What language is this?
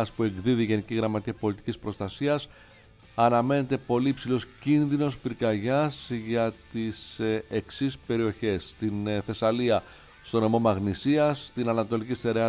Greek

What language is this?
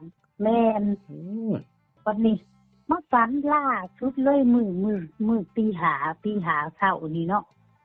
Northeastern Thai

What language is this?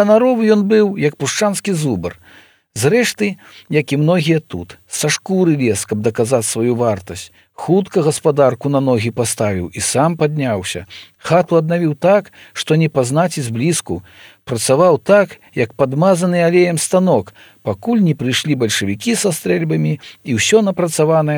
Belarusian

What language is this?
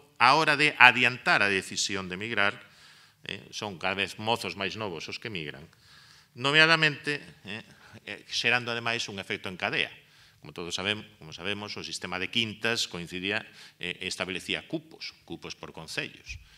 Galician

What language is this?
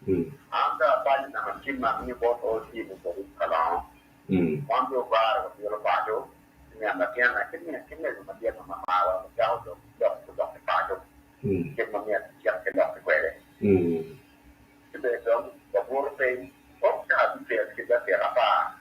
Acoli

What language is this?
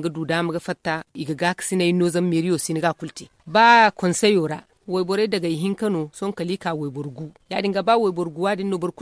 Zarma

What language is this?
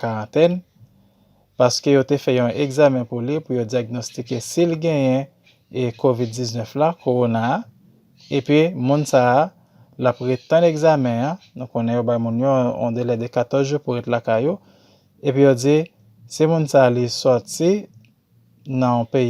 Haitian Creole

